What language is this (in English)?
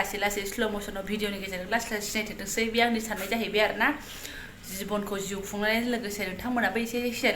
Bodo